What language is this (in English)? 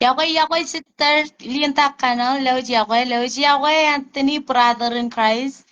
Marshallese